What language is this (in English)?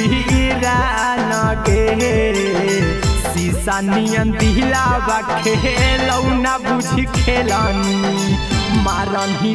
Magahi